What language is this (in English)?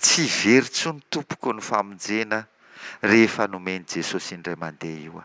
Malagasy